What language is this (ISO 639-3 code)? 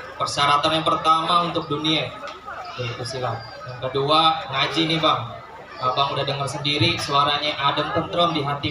bew